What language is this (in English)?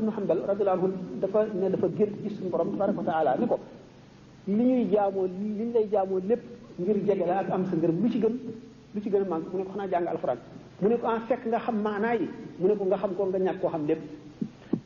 Wolof